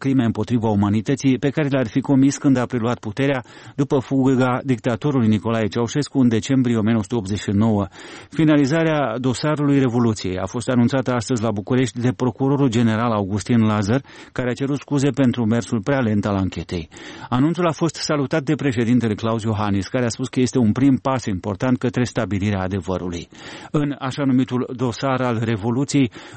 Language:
Romanian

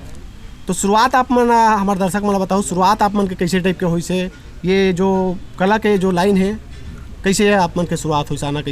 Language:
Chhattisgarhi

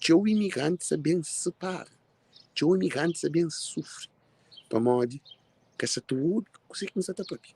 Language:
Kabuverdianu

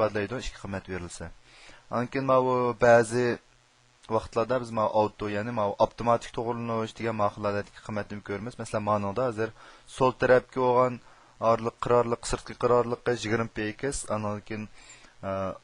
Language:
Uyghur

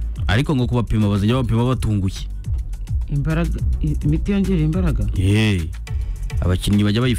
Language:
Kinyarwanda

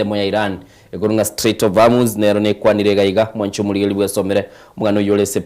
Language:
Gusii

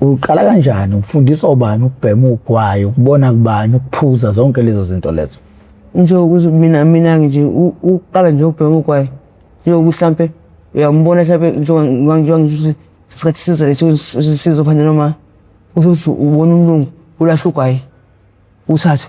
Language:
Zulu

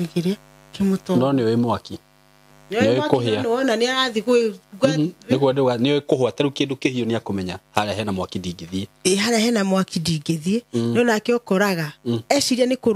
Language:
Kikuyu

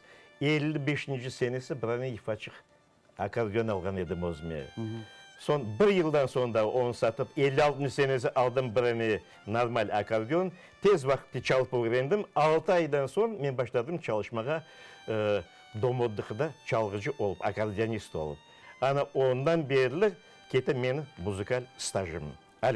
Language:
Crimean Tatar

